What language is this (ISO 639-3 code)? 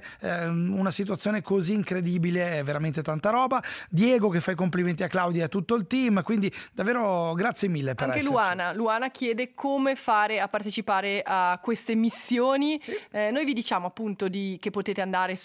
ita